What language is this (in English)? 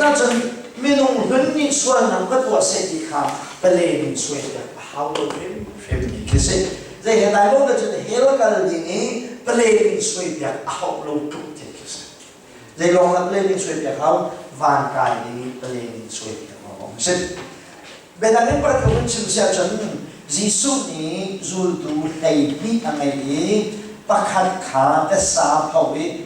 Hakha Chin